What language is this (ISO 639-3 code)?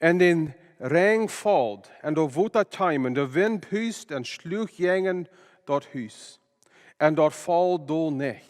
pdt